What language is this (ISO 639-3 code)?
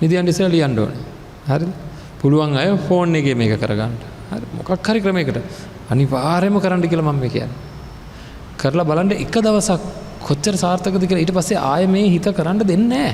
sin